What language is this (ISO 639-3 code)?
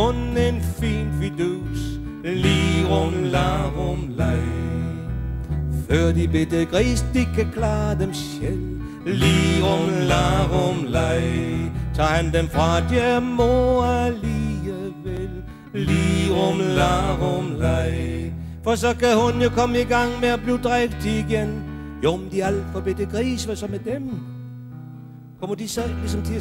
dan